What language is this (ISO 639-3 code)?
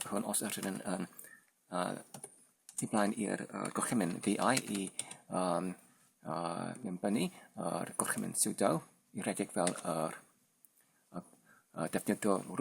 cym